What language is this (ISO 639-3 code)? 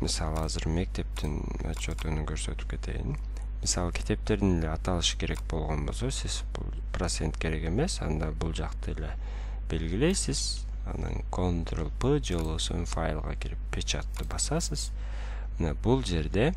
kir